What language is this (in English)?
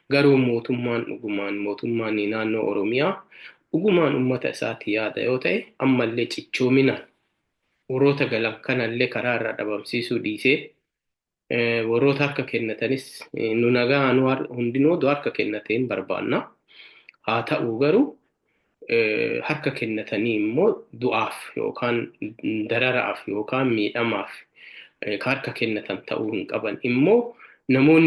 Oromo